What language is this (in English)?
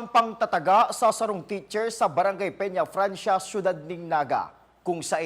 Bikol